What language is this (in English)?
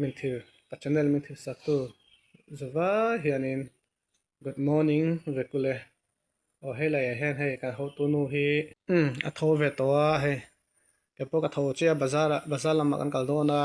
Mizo